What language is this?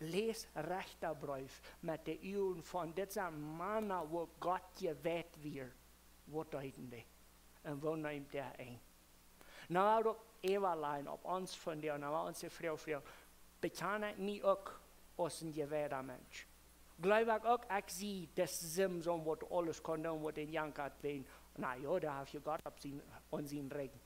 Plautdietsch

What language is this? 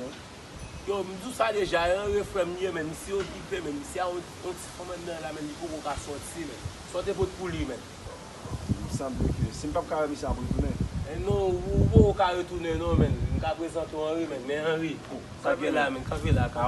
Haitian Creole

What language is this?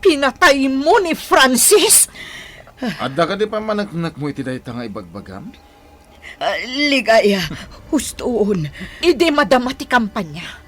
Iloko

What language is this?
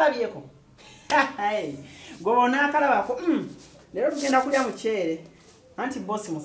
Ganda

